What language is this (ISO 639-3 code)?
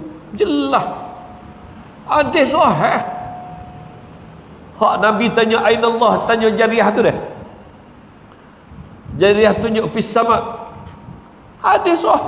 msa